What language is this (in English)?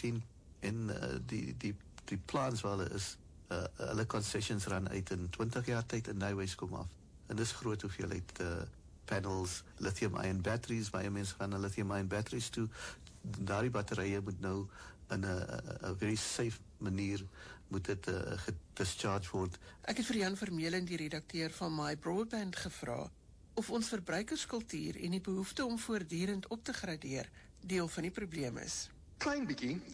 Afrikaans